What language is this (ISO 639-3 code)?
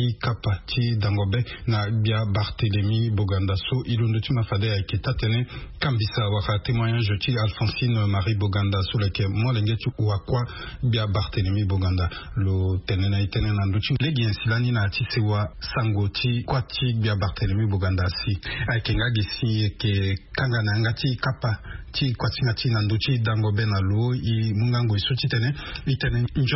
sag